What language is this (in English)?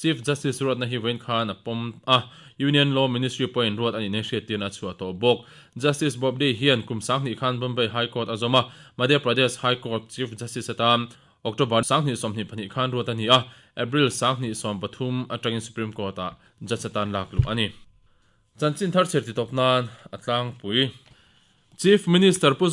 Mizo